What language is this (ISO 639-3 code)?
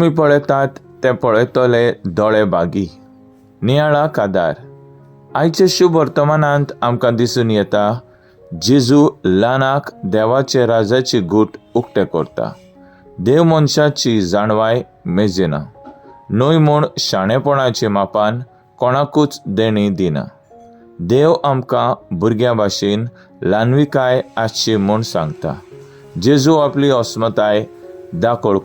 kok